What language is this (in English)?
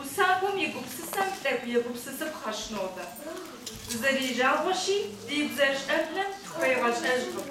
Kabardian